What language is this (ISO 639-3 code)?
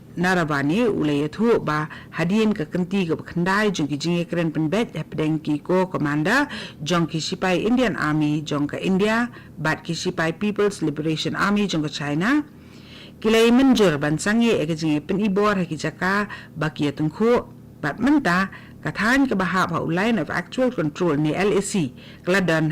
kha